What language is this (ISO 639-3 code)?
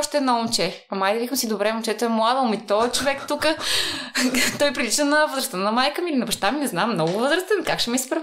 bul